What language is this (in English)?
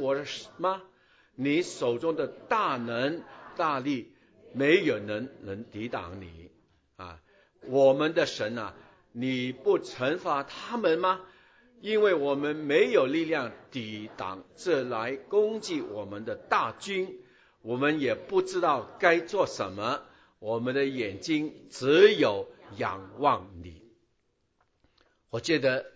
Chinese